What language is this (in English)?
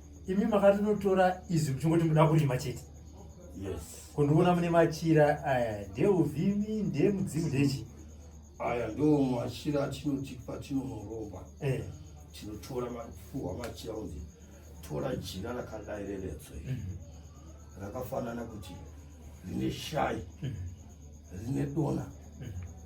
Shona